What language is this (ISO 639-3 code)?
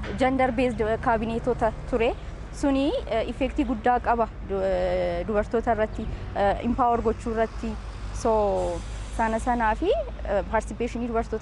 orm